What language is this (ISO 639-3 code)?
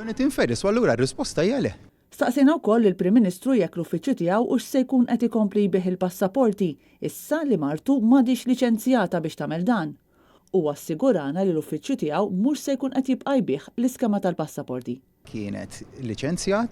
mlt